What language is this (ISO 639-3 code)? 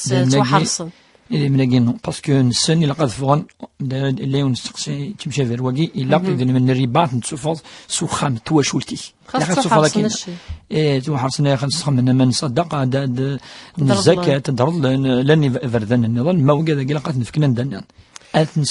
kab